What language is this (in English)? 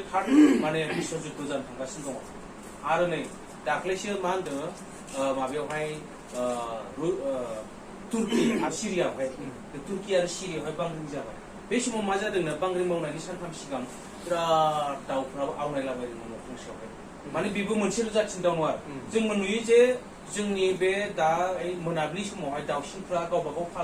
Bodo